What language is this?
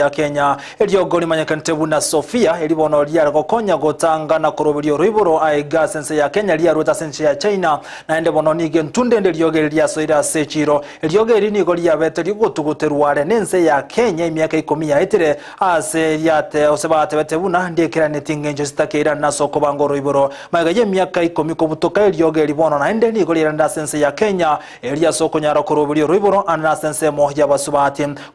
Gusii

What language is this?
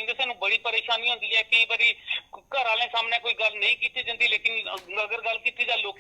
Dogri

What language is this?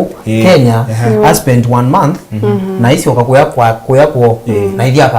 Kamba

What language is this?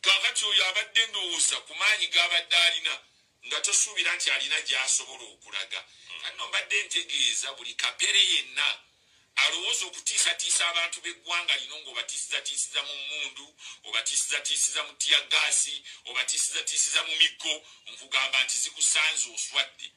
Ganda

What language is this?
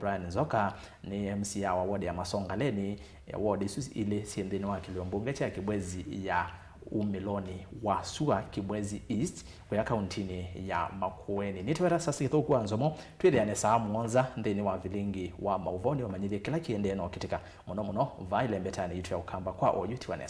Kamba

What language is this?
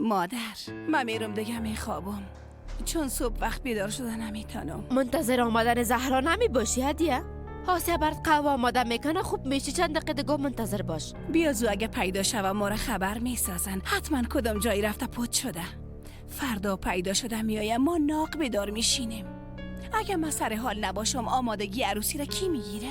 Persian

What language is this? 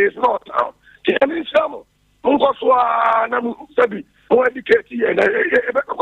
Akan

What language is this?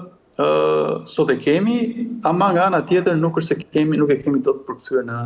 Albanian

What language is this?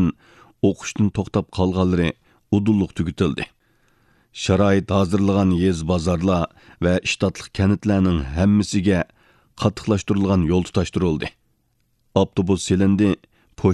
Uyghur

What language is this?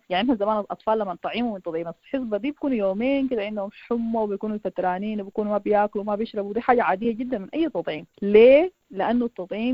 Sudanese Arabic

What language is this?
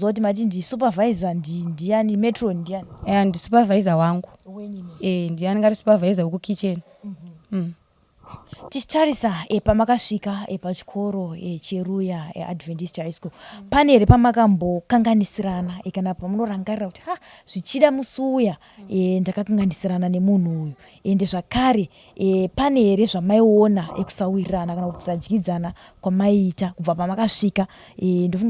Shona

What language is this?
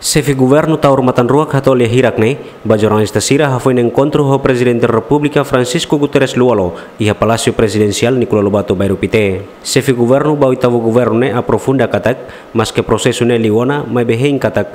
Tetum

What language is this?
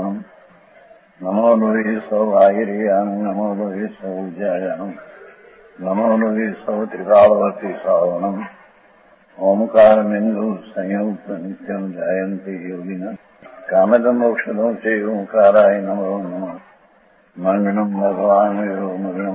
Gujarati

